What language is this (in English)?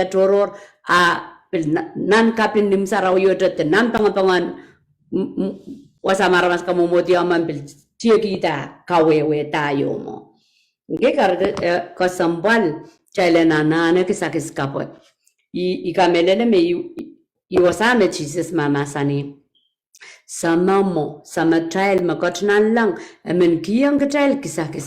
Pohnpeian